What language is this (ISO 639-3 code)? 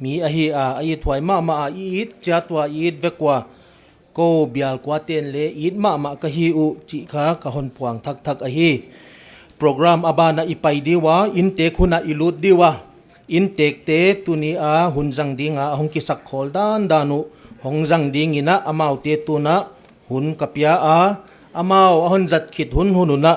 pck